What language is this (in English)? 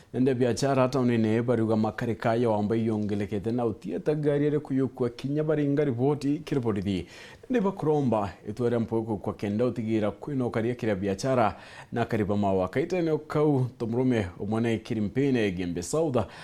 Meru